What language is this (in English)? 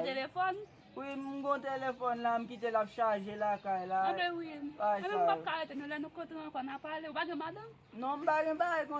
Haitian Creole